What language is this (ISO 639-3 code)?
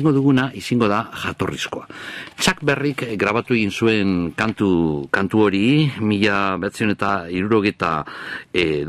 eus